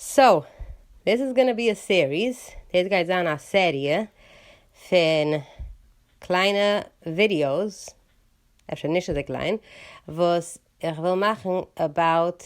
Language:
Yiddish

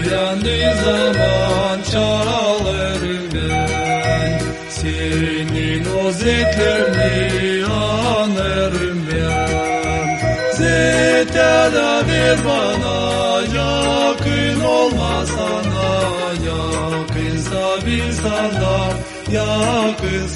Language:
Gagauz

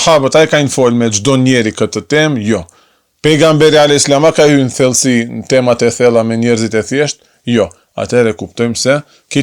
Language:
Albanian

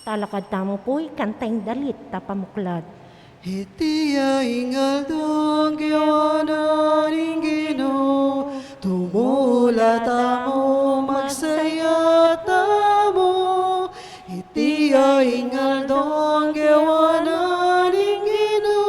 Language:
Pampanga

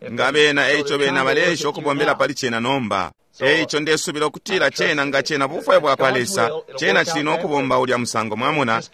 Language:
Bemba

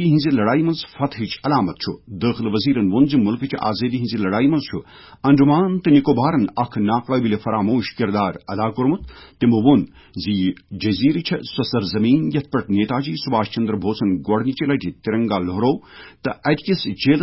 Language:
Kashmiri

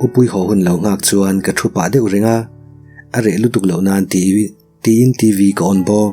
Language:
Mizo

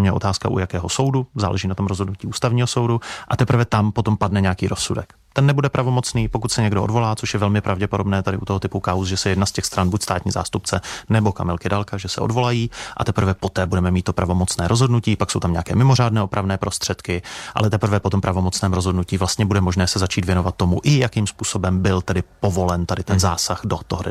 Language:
Czech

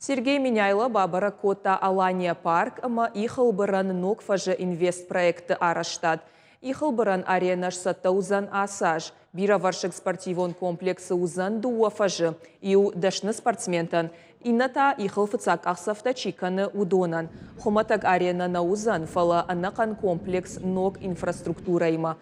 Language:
Ossetic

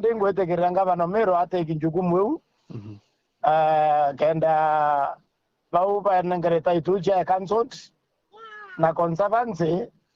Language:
Meru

